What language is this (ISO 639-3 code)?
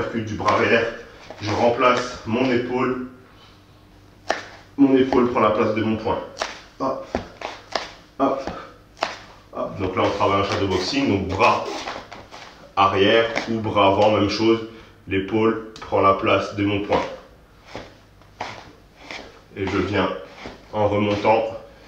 fra